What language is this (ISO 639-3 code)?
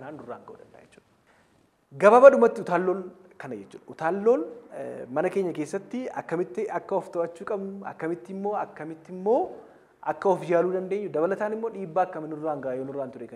orm